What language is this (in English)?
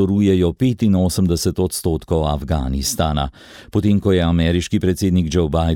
Slovenian